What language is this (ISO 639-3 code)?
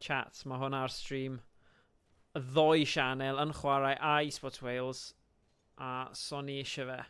cym